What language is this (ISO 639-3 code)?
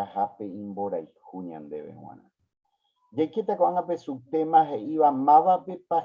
grn